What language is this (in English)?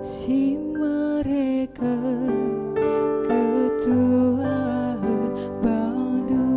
Batak Karo